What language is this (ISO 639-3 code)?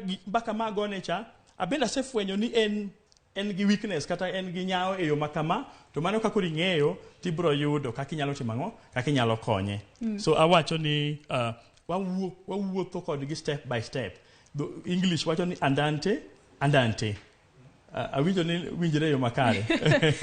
luo